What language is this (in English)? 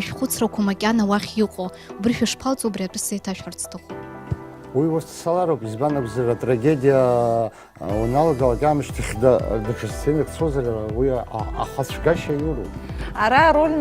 Abkhazian